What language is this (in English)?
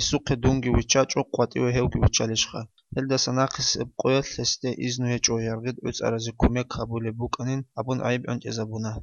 Avaric